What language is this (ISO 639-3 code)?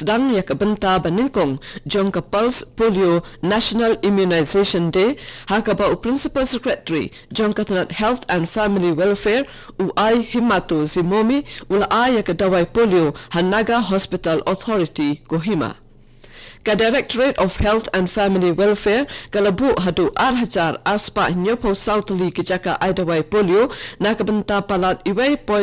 kha